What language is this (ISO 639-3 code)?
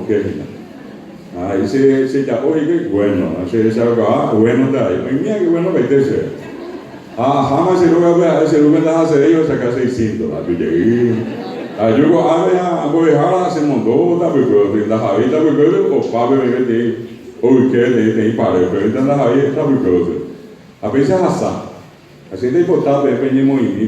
grn